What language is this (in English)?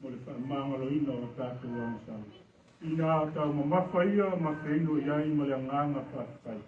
Samoan